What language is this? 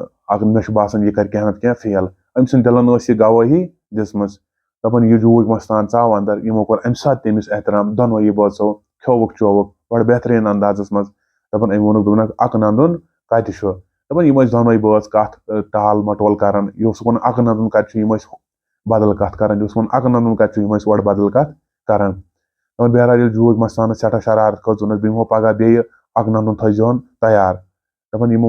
Kashmiri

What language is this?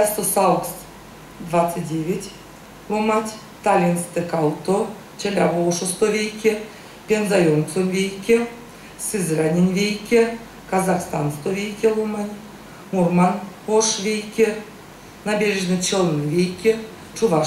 Erzya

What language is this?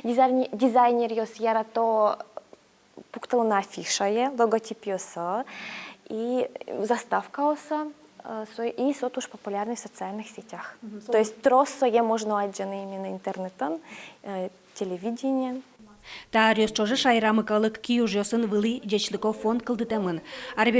Udmurt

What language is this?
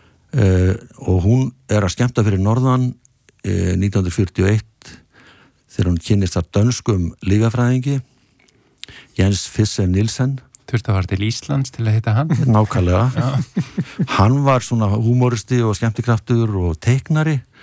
Icelandic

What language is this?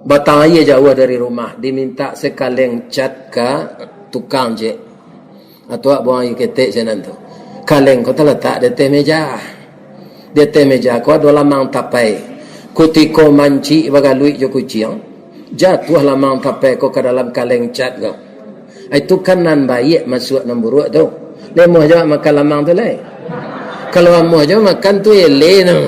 Minangkabau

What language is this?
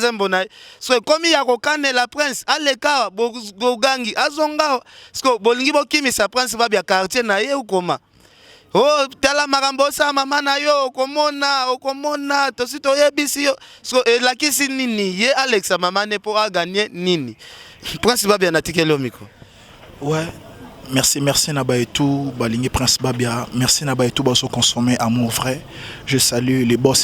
Lingala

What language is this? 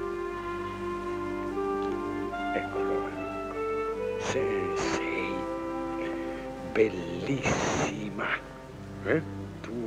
Italian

